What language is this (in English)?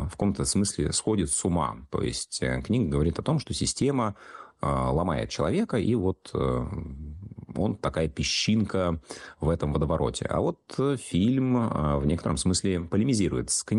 Russian